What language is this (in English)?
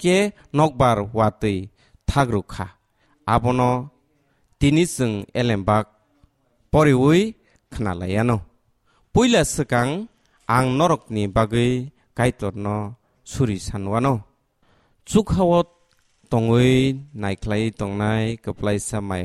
Kok Borok